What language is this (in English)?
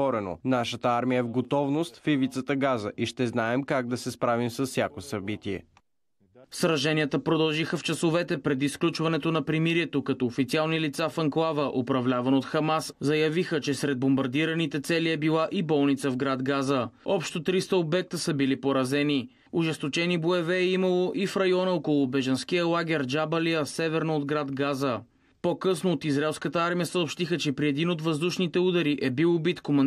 Bulgarian